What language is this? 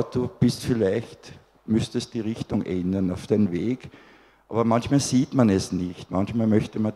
German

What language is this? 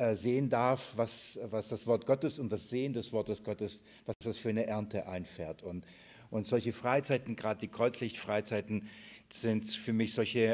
German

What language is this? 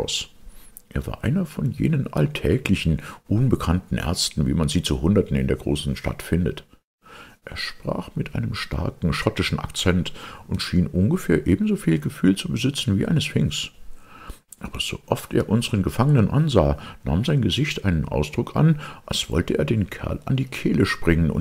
German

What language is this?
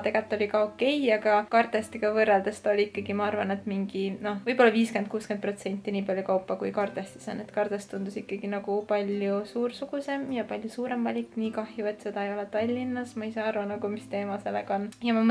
Estonian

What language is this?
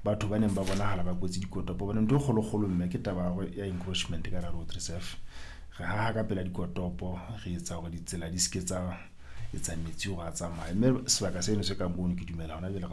Southern Sotho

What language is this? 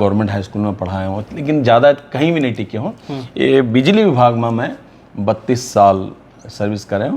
Chhattisgarhi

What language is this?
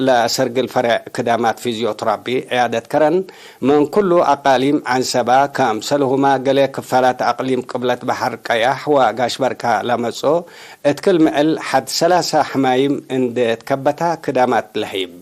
Tigre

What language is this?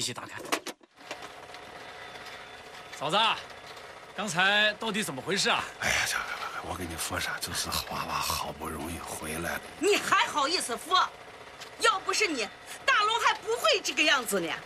Chinese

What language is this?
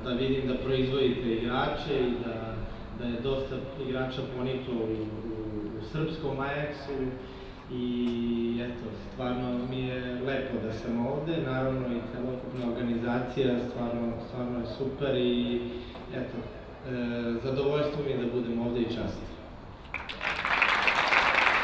Serbian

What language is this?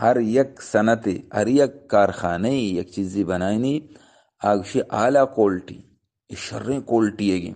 Eastern Balochi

